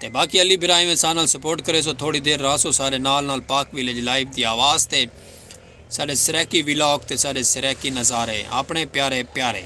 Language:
Saraiki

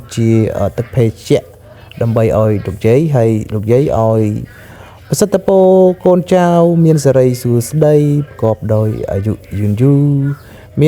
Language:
Khmer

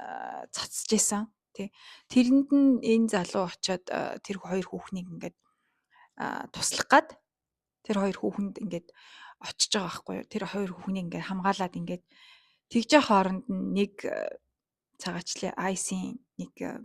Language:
Mongolian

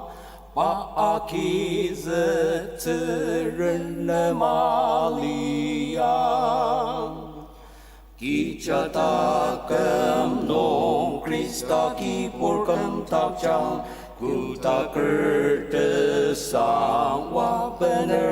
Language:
Ao Naga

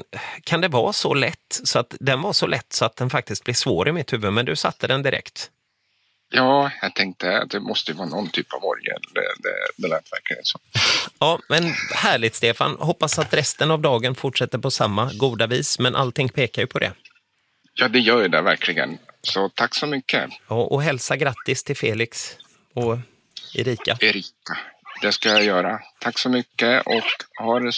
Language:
Swedish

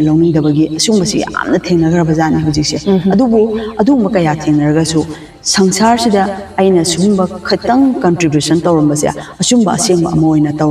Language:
Manipuri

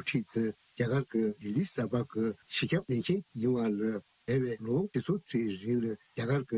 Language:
Tibetan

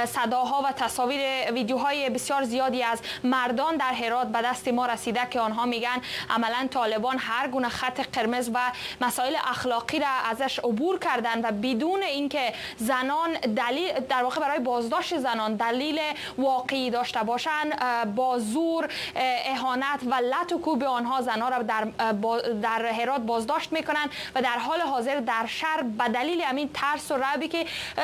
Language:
Persian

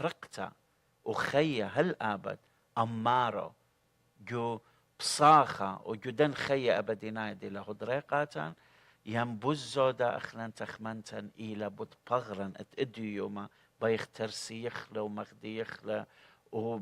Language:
Assyrian Neo-Aramaic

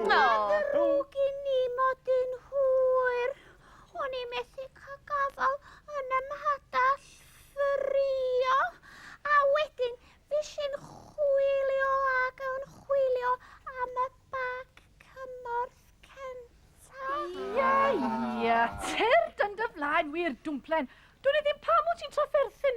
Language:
Welsh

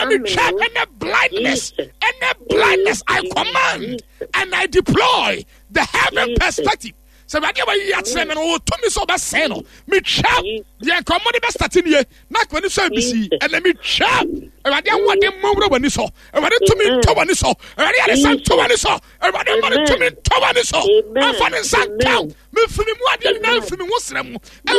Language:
Akan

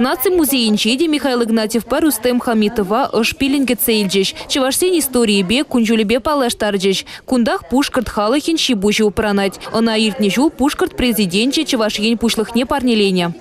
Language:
Chuvash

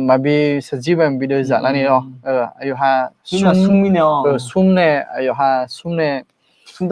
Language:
Akha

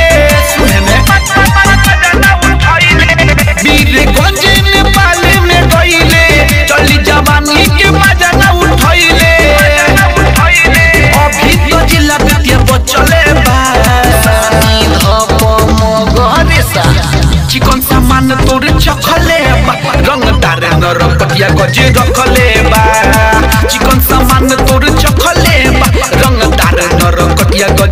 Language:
Bhojpuri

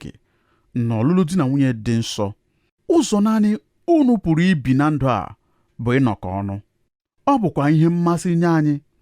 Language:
Igbo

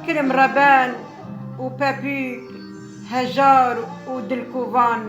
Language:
Kurdish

